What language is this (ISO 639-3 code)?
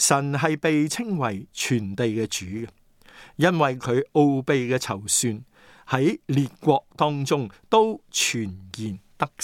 yue